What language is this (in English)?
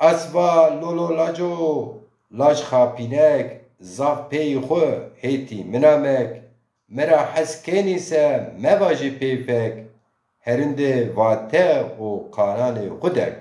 Zaza